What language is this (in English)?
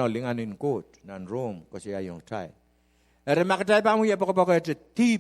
Pohnpeian